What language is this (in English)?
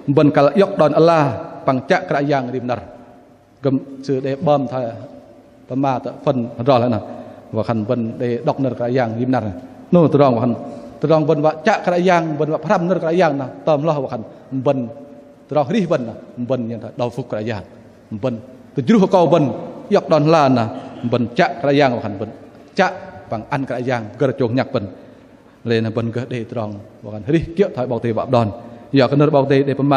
Bahnar